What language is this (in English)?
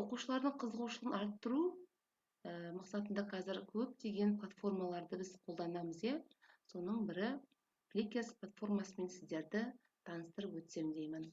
Kazakh